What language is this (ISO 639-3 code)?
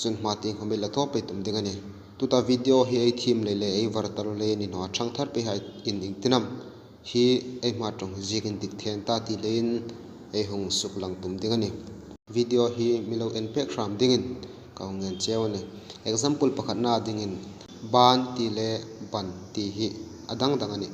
hmr